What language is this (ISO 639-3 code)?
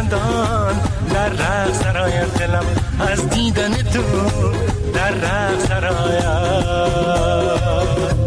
fas